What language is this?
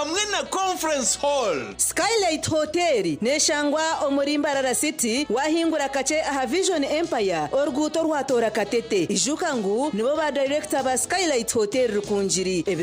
Nyankole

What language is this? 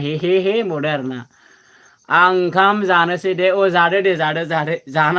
Bodo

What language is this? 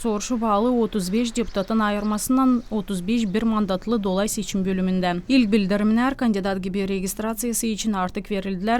Gagauz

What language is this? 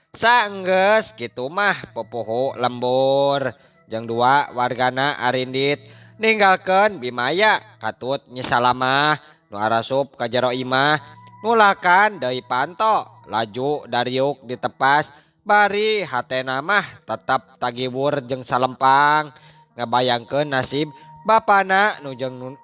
Sundanese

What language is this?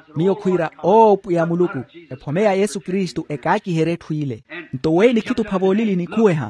Makhuwa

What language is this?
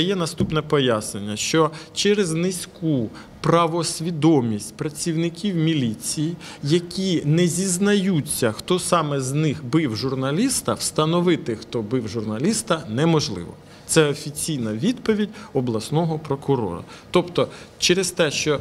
Ukrainian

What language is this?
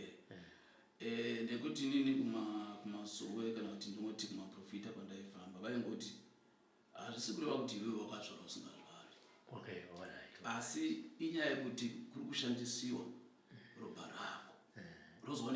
Shona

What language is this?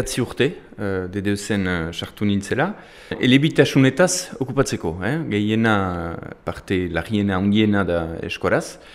Basque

